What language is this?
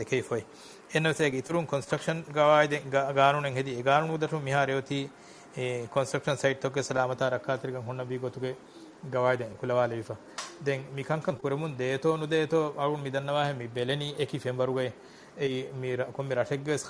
Divehi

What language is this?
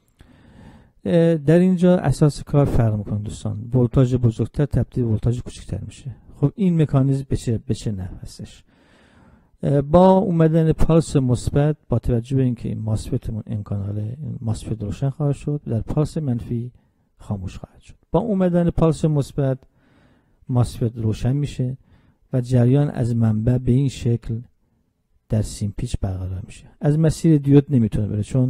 Persian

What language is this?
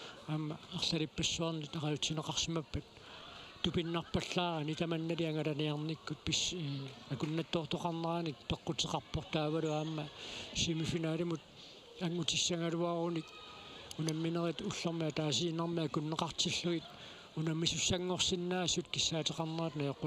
Kalaallisut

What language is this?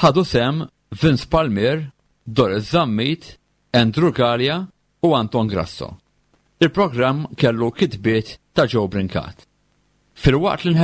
Maltese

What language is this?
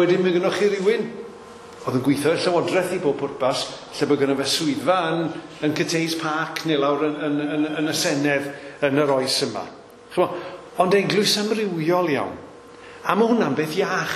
Welsh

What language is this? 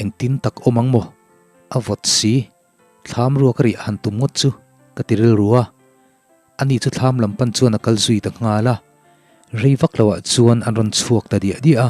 Mizo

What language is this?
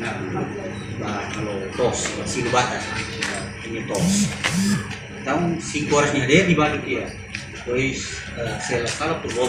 Tetum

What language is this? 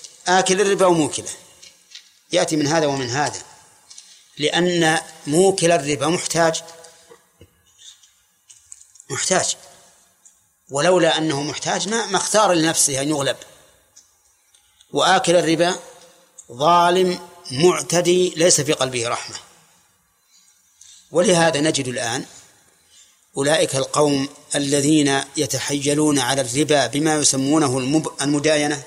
Arabic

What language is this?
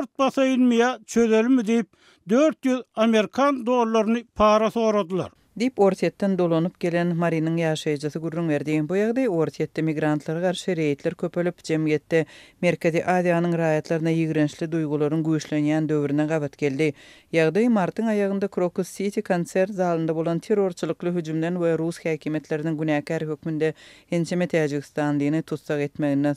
Turkmen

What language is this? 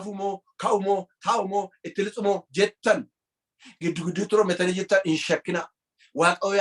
Oromo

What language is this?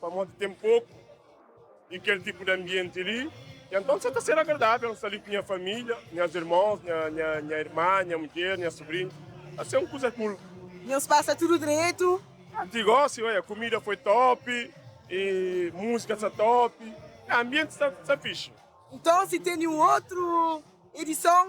Kabuverdianu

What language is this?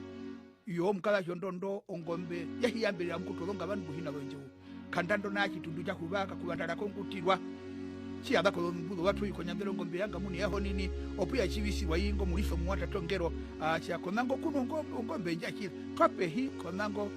Herero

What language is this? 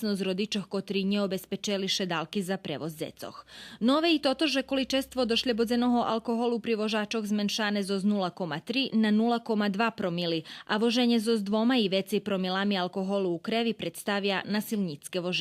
Rusyn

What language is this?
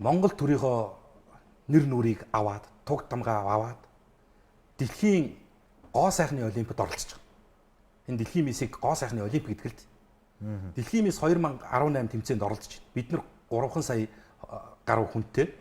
Mongolian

